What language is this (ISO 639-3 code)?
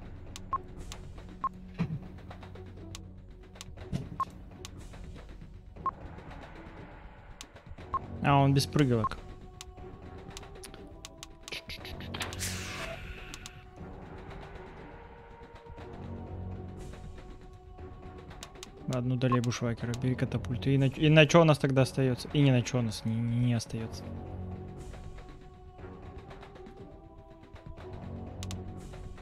rus